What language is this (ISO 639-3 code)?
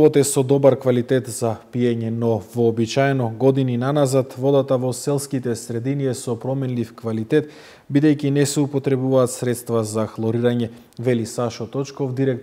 mkd